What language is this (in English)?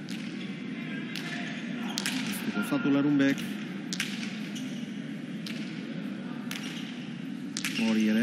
Basque